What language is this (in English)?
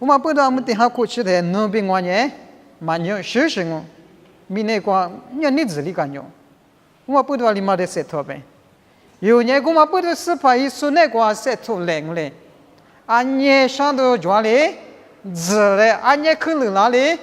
Lisu